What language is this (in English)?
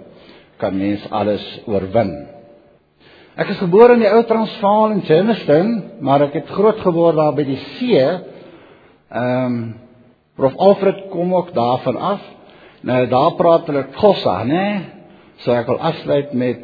Afrikaans